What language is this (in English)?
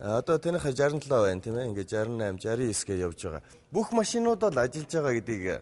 Mongolian